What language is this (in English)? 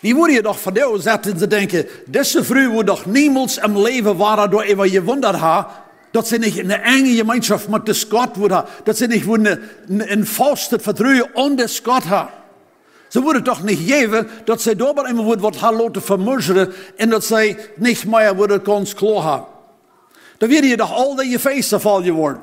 Plautdietsch